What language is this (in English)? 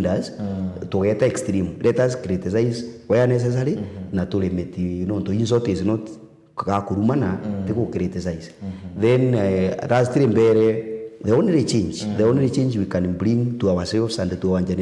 Meru